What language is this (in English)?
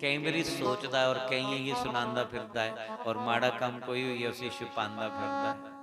Dogri